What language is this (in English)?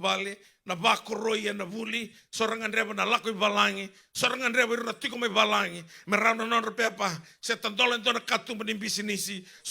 Fijian